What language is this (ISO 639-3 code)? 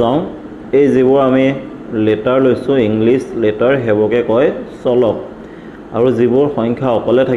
asm